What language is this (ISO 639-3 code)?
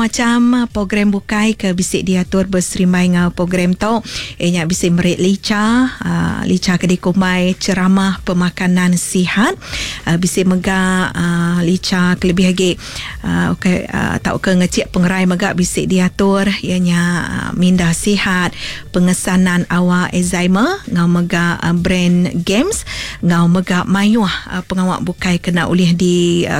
iba